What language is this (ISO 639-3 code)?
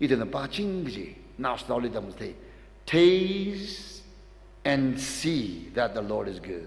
nmf